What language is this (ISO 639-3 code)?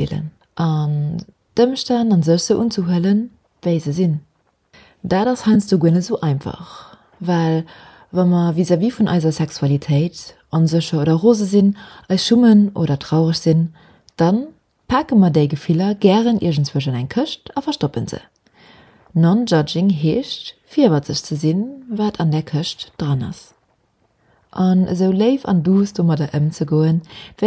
ltz